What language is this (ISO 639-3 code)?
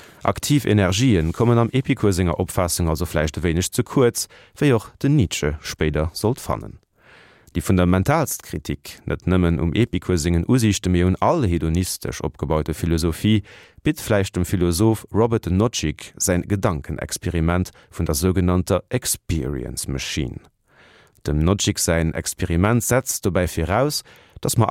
ltz